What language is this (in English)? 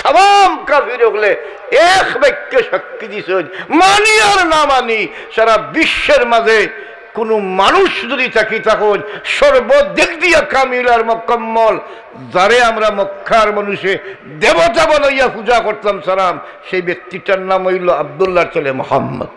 Sylheti